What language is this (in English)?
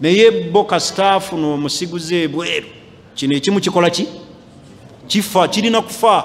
Ganda